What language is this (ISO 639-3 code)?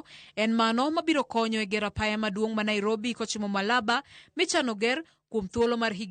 luo